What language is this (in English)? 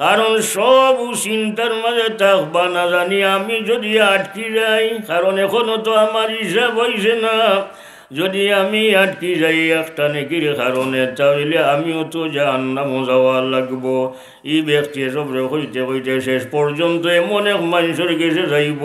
Sylheti